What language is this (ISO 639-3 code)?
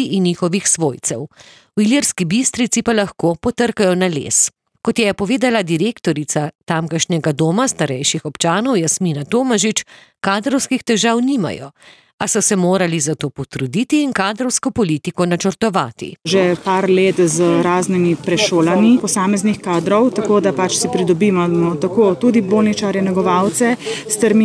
slv